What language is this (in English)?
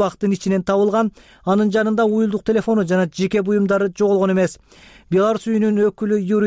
Kyrgyz